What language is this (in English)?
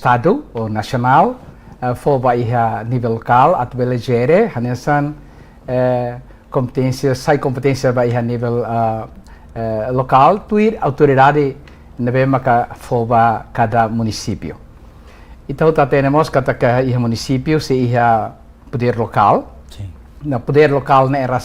Tetum